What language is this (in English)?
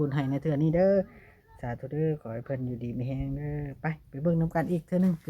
Lao